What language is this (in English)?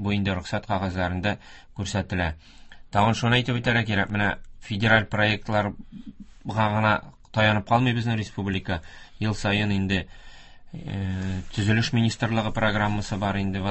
Tatar